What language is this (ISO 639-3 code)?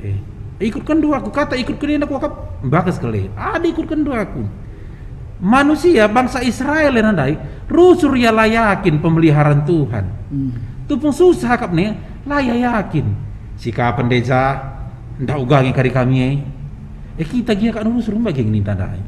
btx